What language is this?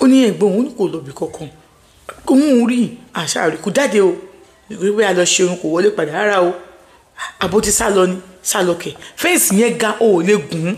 Yoruba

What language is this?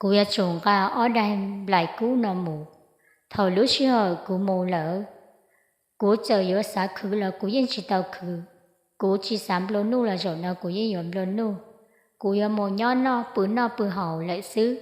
Hmong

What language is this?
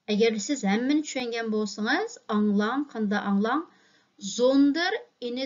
Uyghur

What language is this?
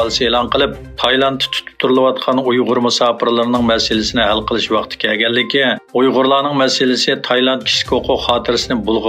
Uyghur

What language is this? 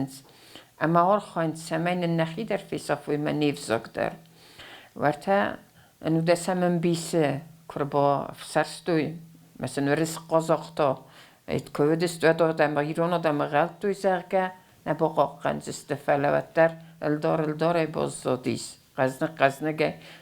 Ossetic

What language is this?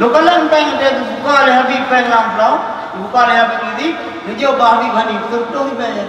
Achinese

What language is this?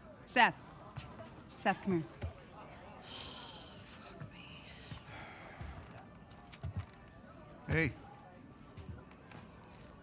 English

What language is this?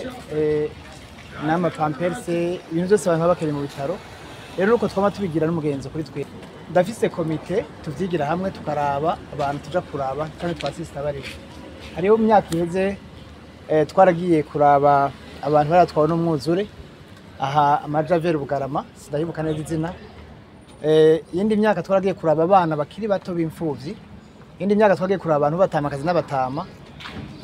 Rundi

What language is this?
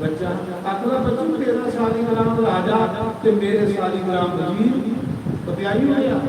Dogri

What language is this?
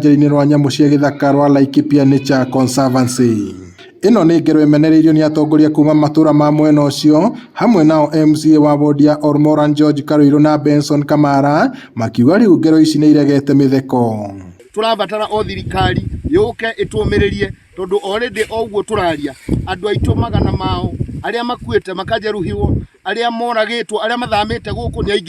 Kikuyu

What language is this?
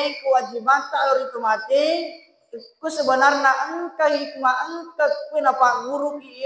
Buginese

